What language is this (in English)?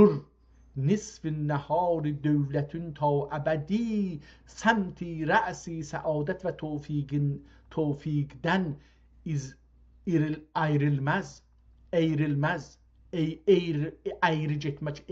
South Azerbaijani